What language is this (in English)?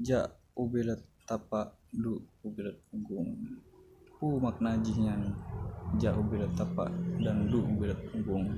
Achinese